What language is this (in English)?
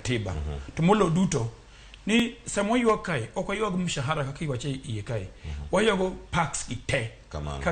Luo (Kenya and Tanzania)